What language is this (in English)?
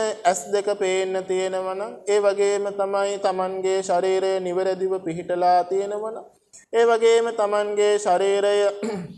Sinhala